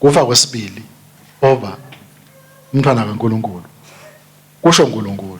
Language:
Swati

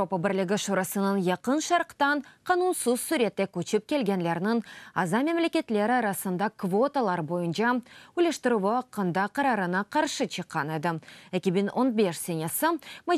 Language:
Crimean Tatar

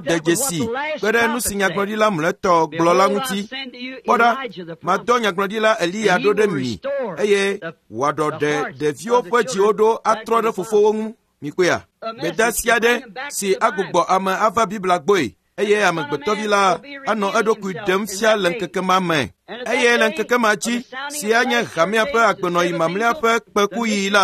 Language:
Ewe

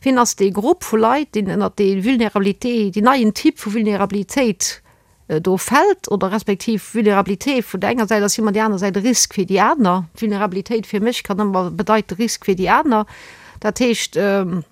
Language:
Luxembourgish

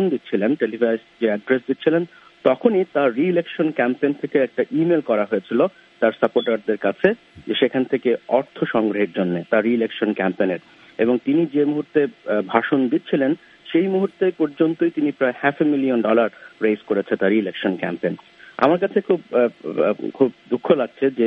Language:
Bangla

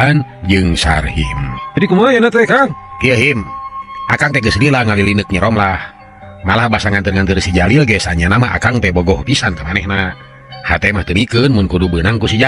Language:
Sundanese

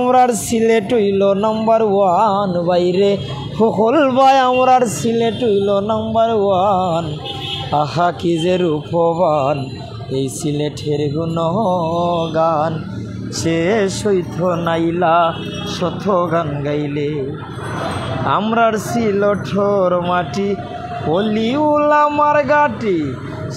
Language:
Sylheti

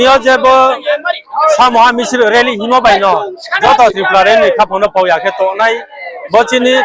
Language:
Riang (India)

